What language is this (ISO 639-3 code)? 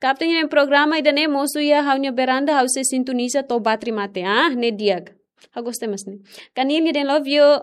tet